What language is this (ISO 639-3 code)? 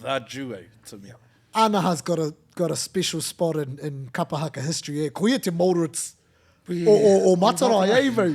mri